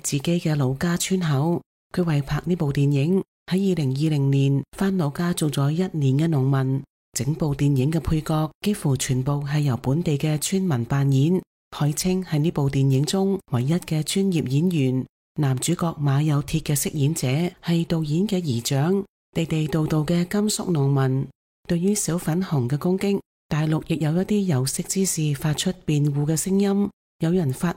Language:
Cantonese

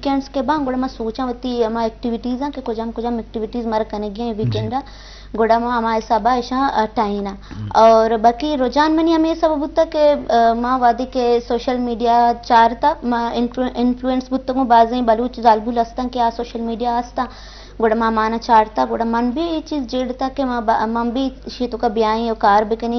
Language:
Eastern Balochi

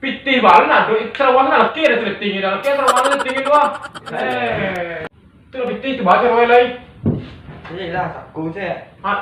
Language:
Minangkabau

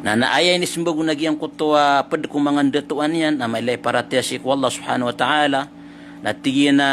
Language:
Maranao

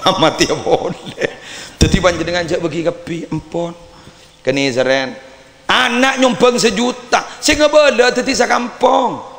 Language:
Madurese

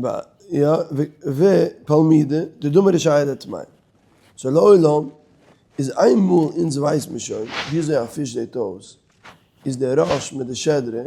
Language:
Yiddish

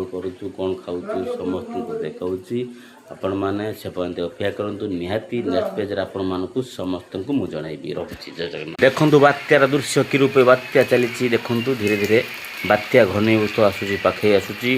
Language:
Odia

